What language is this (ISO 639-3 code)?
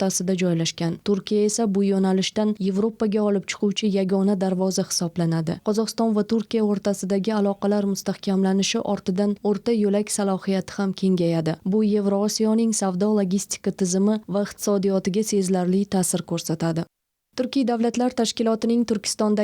uzb